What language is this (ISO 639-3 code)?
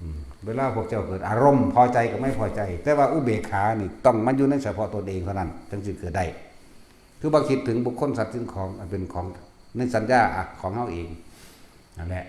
tts